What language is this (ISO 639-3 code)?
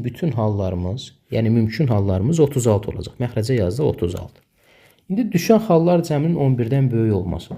aze